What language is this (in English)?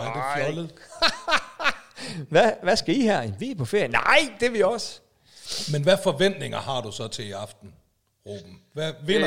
Danish